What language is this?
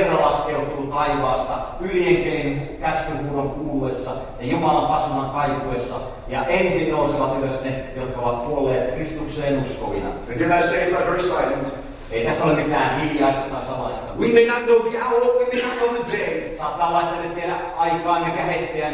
Finnish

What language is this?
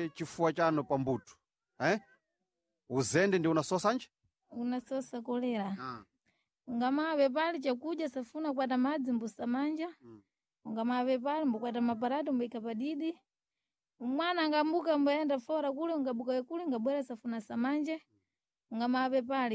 Sena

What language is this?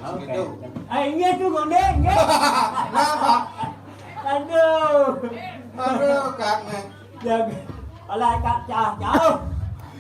Balinese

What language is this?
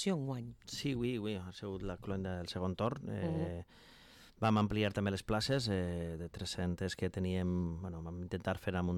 Catalan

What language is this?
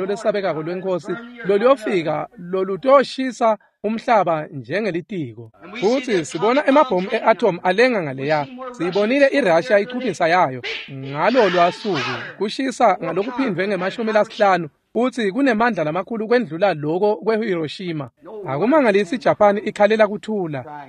Swati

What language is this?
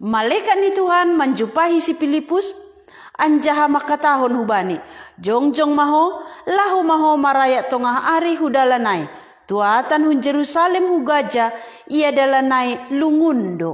Batak Simalungun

